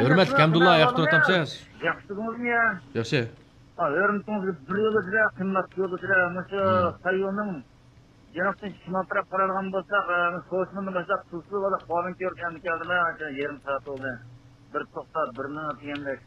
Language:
Uyghur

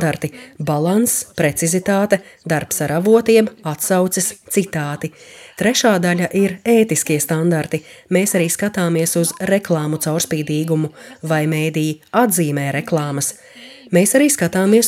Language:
Latvian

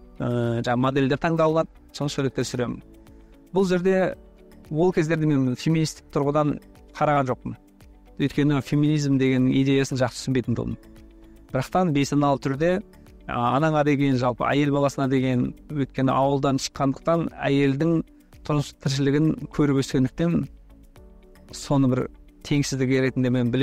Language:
Kazakh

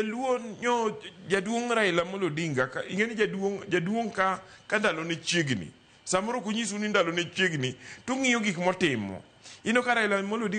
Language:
Luo (Kenya and Tanzania)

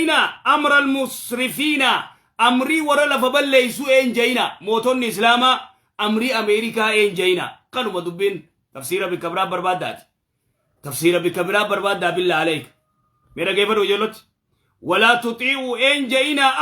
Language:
Oromo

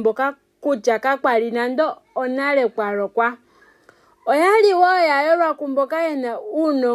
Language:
Ndonga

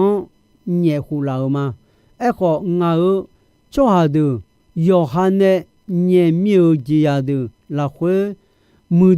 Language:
Akha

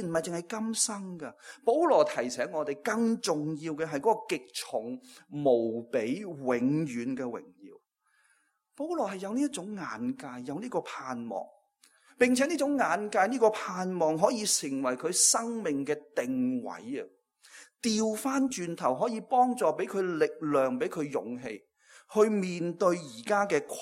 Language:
Cantonese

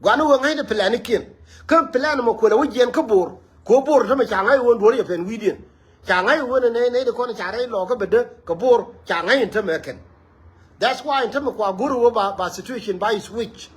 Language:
Nuer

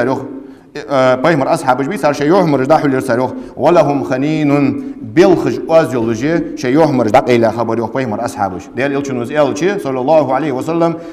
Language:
Ingush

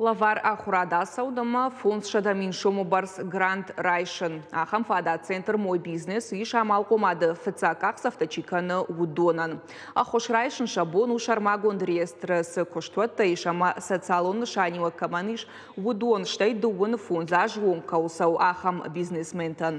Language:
Ossetic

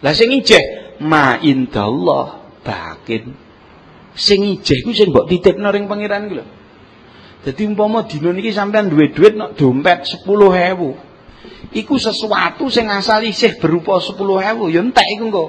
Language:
Javanese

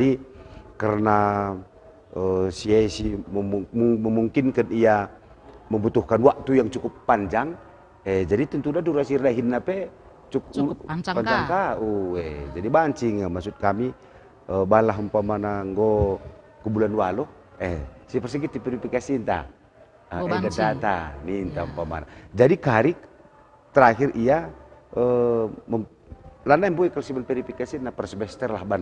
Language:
Batak Karo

